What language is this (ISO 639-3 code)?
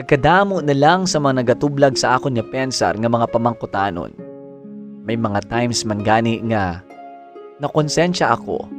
hil